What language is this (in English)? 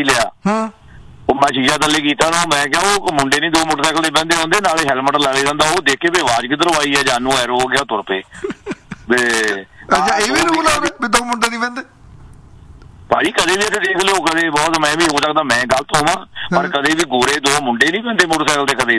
Punjabi